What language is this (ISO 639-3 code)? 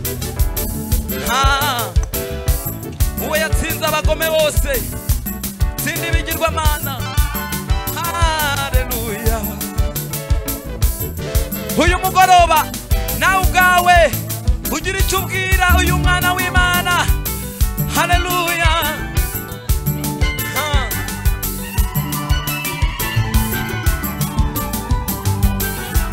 kin